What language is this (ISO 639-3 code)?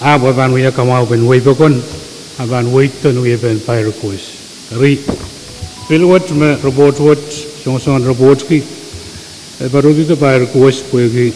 pon